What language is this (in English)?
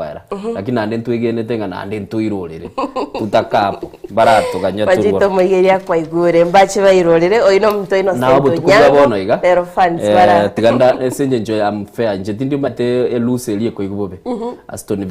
Gusii